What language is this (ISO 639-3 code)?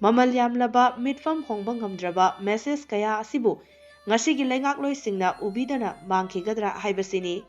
mni